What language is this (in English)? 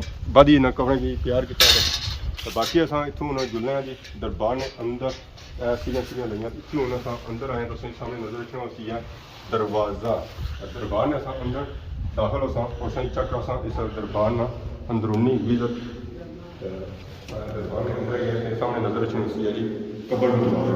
Pahari-Potwari